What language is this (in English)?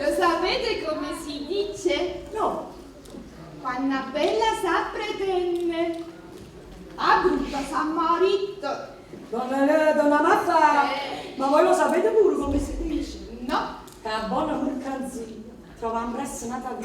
Neapolitan